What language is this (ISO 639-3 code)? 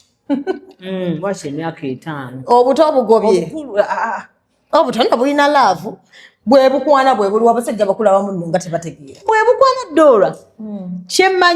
lug